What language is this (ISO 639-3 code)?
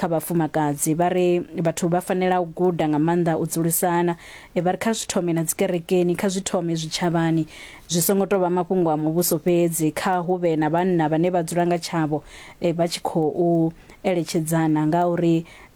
ven